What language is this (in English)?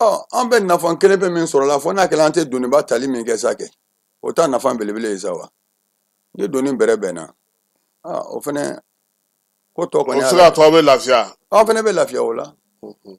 Bambara